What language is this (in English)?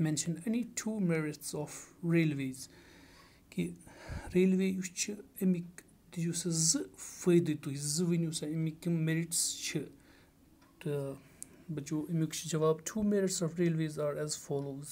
Kashmiri